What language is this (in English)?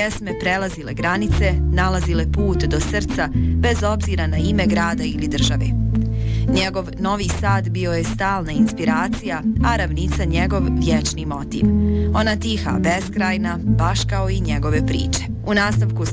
Bosnian